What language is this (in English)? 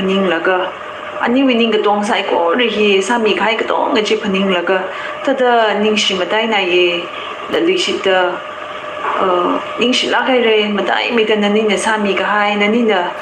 Tangkhul Naga (India)